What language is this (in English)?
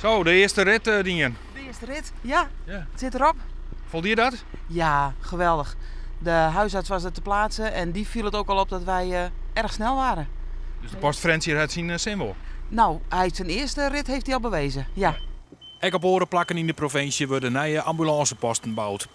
Western Frisian